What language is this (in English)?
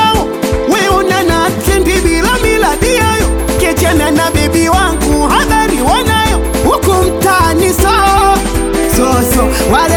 Swahili